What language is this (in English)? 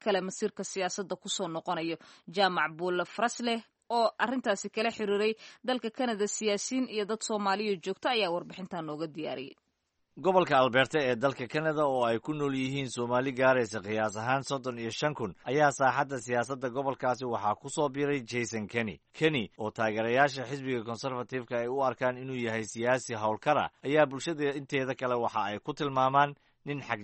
Somali